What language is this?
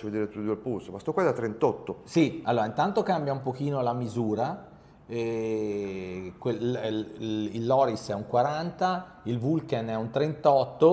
Italian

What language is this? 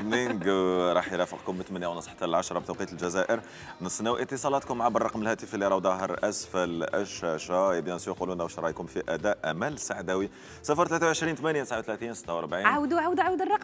Algerian Arabic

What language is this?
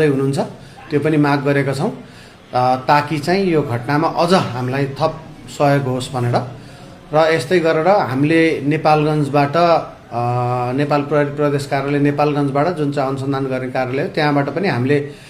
Nepali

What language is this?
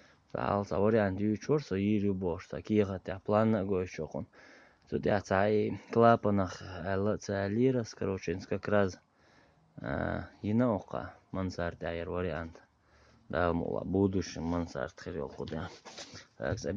Chechen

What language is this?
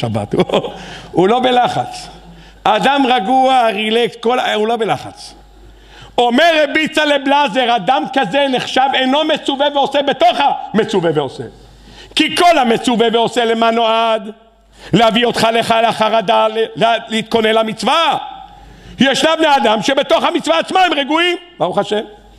Hebrew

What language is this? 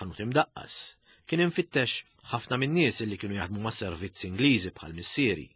Maltese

